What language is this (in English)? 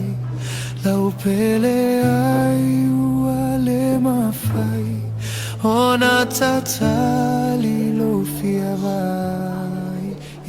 Samoan